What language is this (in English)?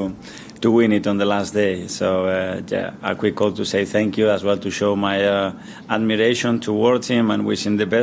English